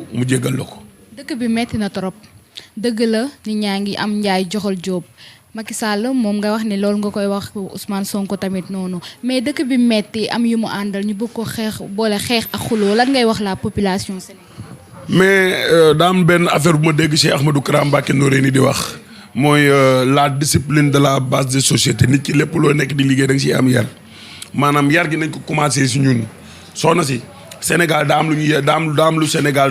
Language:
Wolof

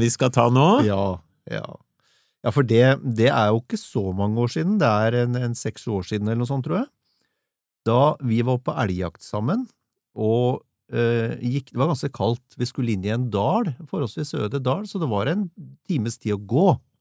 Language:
Norwegian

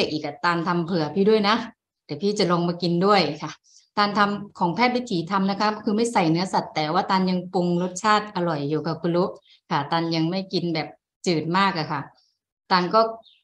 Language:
Thai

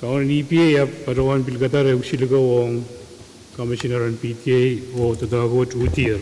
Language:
Pohnpeian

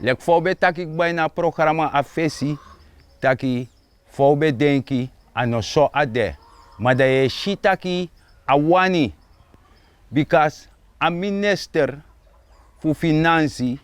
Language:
Sranan Tongo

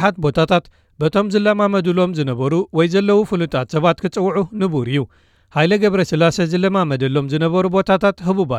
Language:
Tigrinya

